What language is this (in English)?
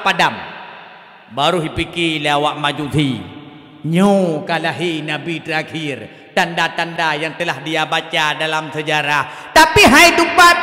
Achinese